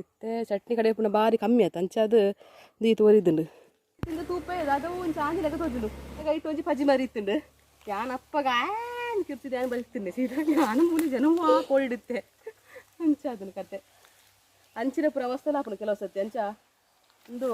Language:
Tulu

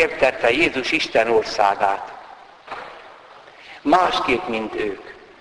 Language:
Hungarian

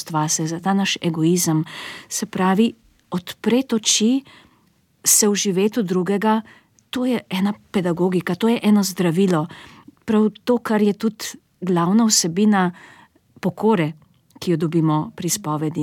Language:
Slovenian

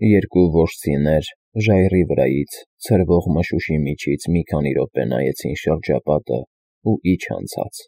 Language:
Armenian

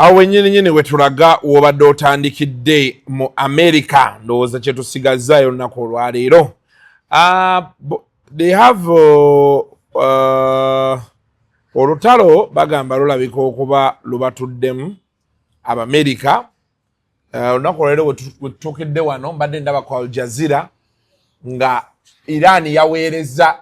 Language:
Ganda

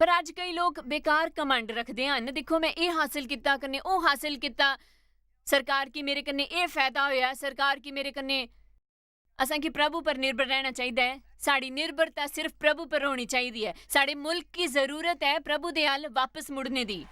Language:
Dogri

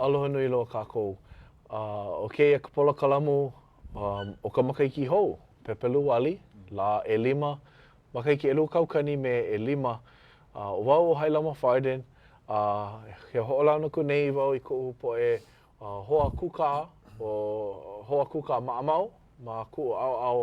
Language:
Hawaiian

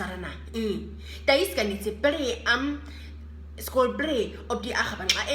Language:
Nama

